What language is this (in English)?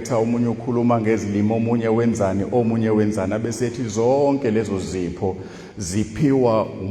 Zulu